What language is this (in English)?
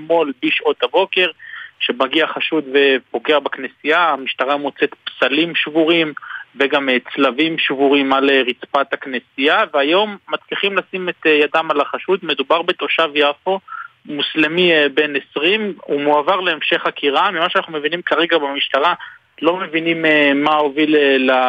Hebrew